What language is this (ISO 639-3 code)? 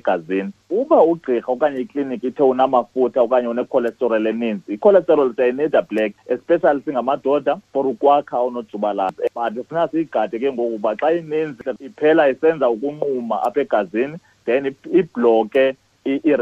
xho